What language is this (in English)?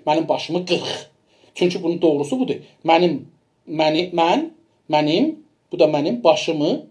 South Azerbaijani